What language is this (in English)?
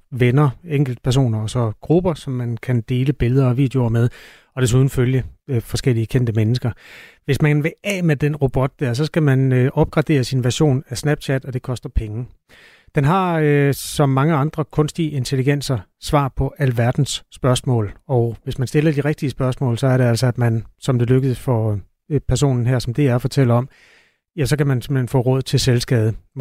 Danish